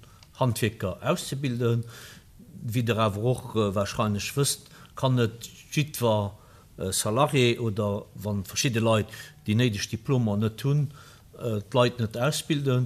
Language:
Luxembourgish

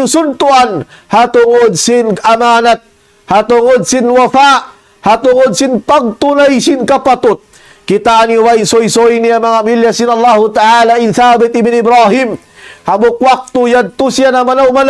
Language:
Tausug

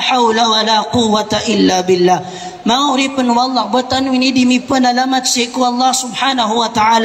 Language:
Maranao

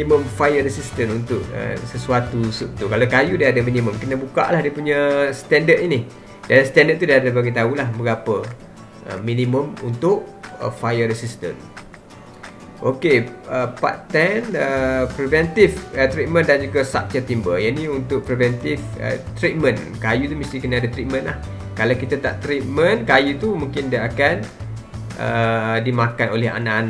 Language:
Malay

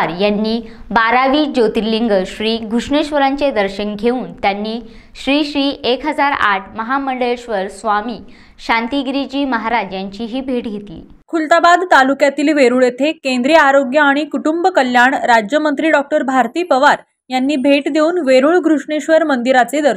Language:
Marathi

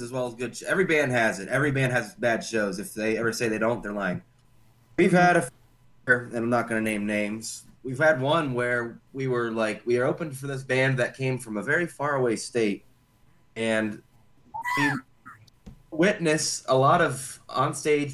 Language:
English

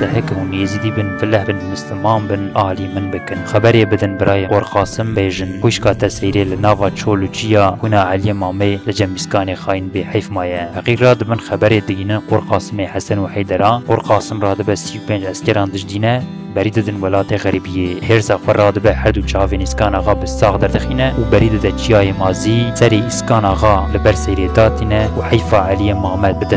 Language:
Kurdish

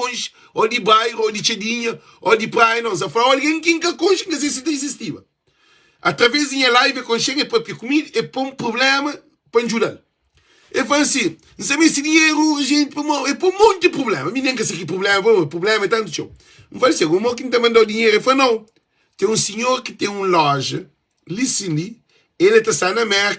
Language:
Kabuverdianu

